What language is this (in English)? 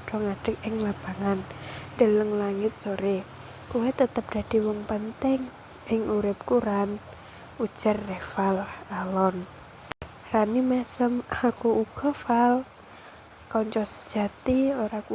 Javanese